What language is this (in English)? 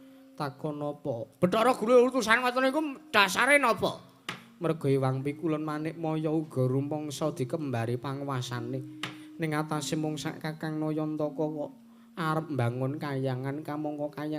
Javanese